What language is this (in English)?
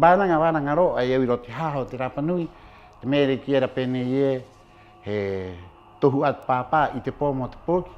Rapanui